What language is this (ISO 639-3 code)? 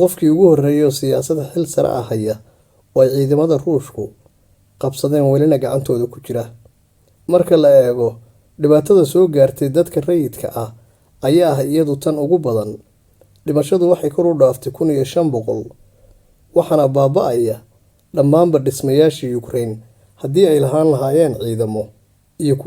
som